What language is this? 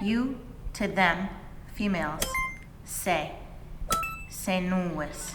Mohawk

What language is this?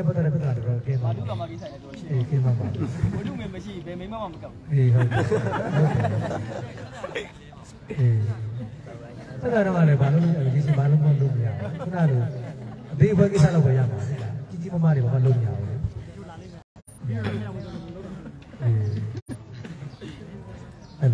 Burmese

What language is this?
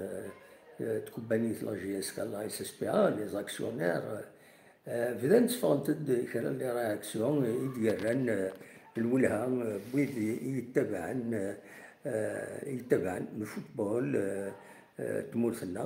Kabyle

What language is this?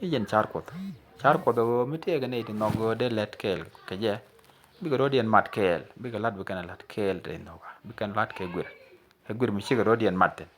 Nuer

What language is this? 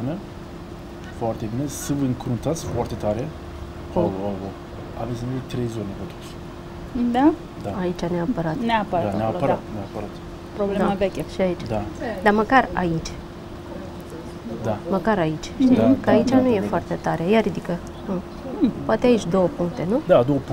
Romanian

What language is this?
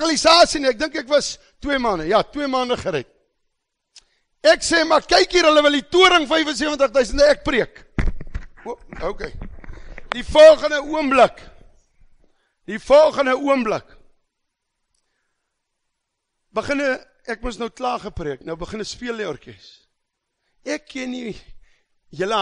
Afrikaans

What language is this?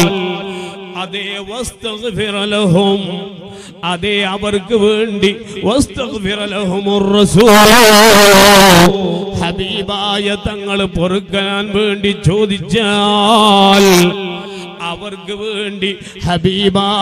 Malayalam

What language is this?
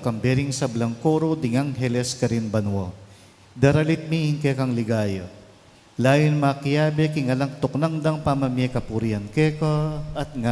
Pampanga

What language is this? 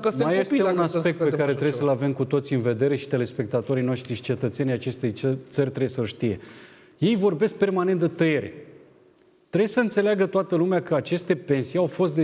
Romanian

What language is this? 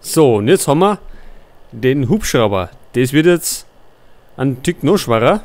Bavarian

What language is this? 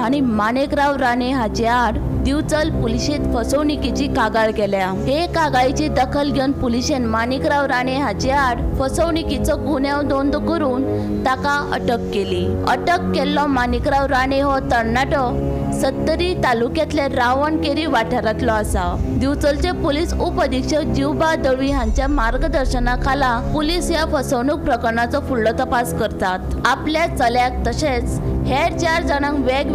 Konkani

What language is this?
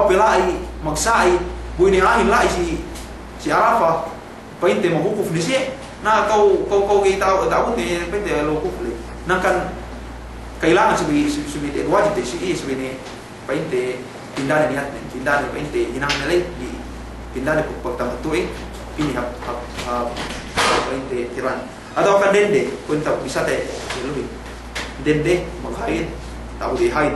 Yakan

